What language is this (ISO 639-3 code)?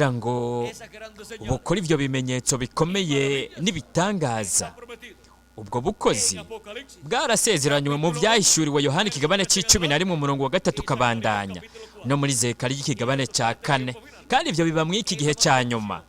run